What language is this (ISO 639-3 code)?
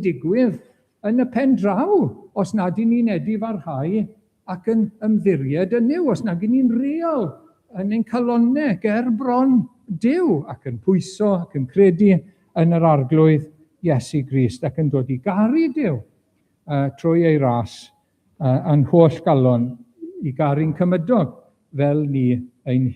cym